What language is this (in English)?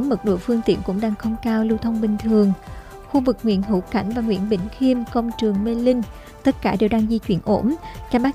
Vietnamese